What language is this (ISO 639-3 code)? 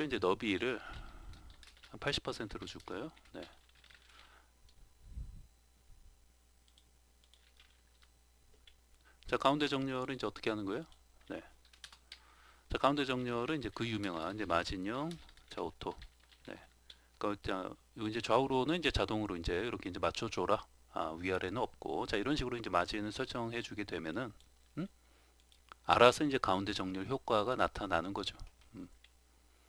kor